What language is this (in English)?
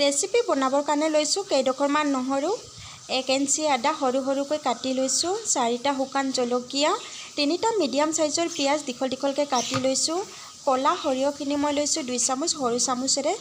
Assamese